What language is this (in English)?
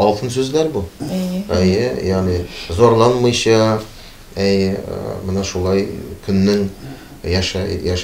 Tatar